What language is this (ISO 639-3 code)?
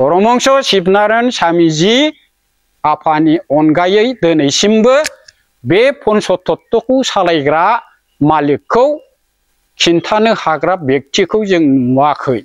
brx